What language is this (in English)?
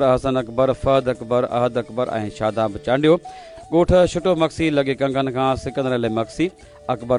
Sindhi